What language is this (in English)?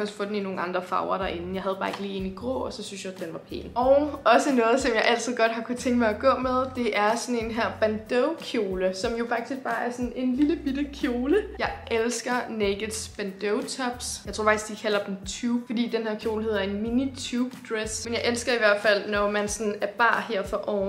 Danish